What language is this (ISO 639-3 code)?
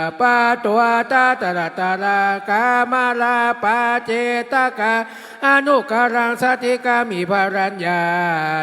pli